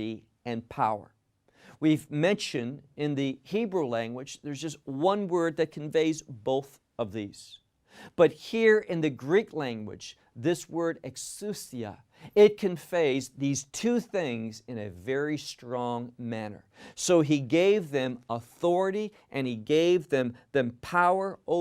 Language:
English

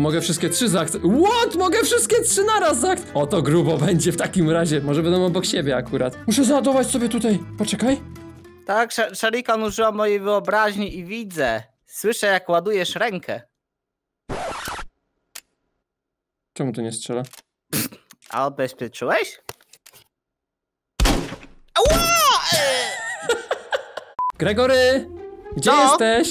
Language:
Polish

